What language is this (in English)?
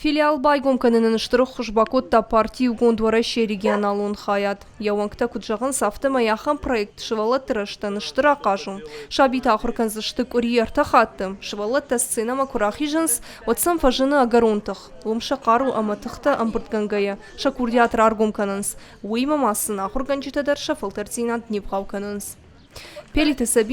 Ossetic